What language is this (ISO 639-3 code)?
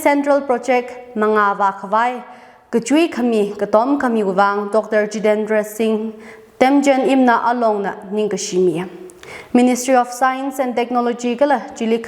nmf